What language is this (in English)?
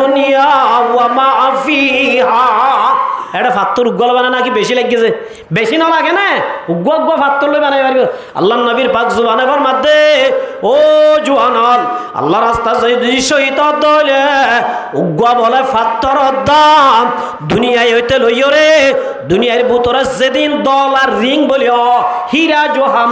Rohingya